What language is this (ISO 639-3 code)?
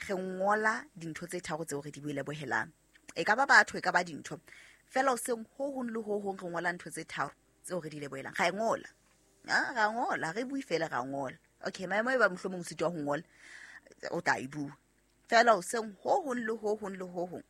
sot